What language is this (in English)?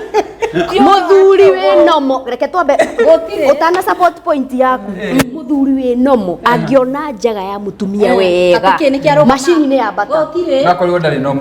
Kikuyu